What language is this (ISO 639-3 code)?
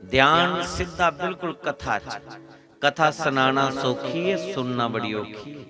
doi